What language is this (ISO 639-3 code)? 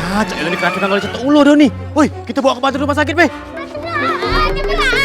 mui